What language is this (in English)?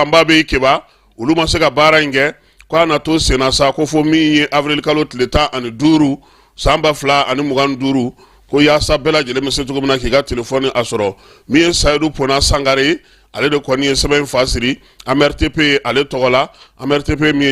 Bambara